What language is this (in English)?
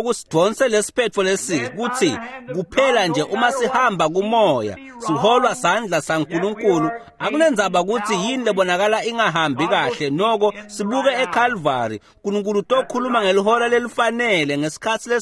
Swati